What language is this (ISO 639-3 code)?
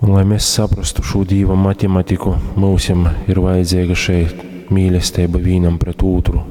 ltg